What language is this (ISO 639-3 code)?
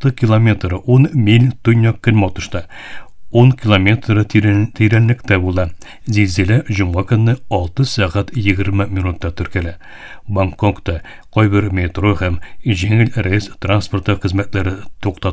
tat